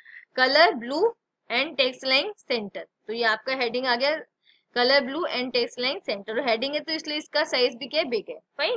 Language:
Hindi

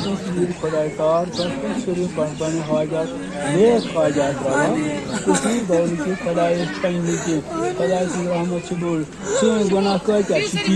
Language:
Kashmiri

